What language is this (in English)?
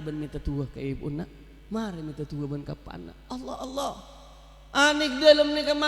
Madurese